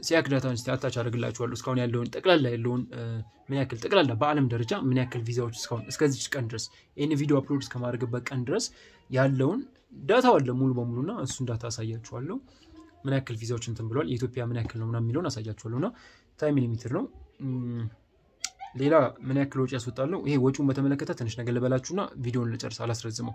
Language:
Amharic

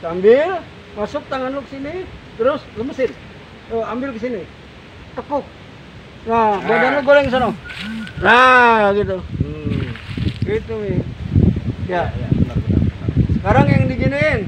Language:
Betawi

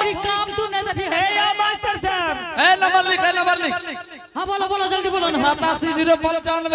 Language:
Angika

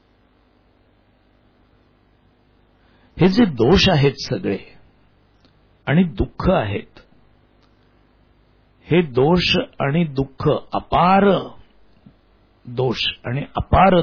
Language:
Marathi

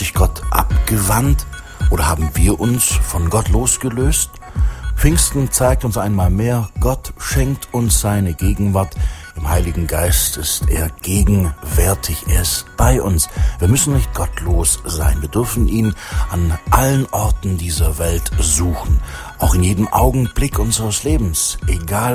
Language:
German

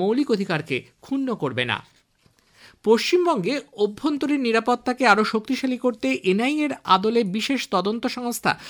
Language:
Bangla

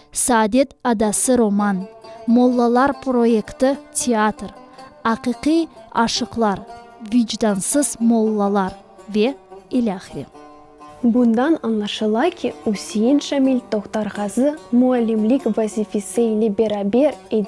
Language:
Crimean Tatar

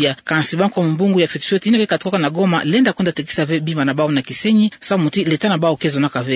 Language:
Kituba (Democratic Republic of Congo)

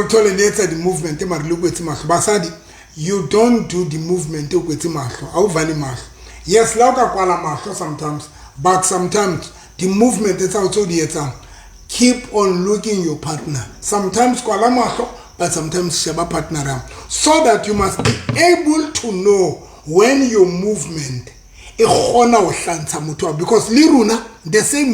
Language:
Southern Sotho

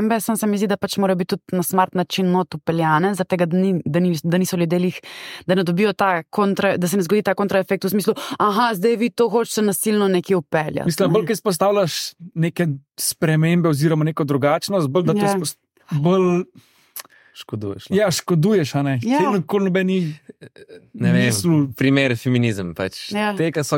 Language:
Slovenian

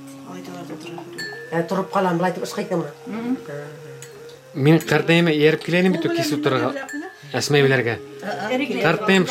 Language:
Bashkir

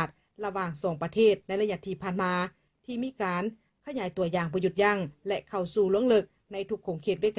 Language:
Lao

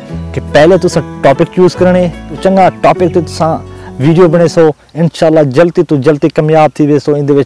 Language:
Saraiki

